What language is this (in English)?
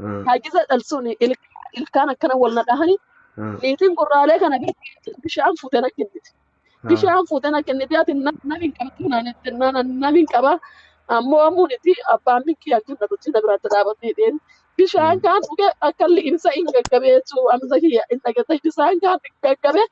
Oromo